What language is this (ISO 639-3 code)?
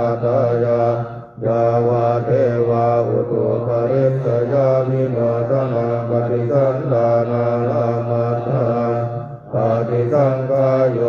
pli